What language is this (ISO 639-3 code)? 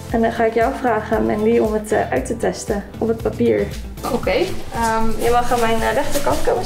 nld